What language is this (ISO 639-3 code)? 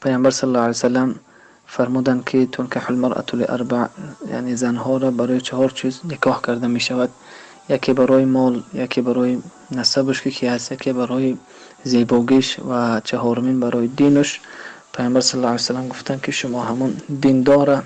tgk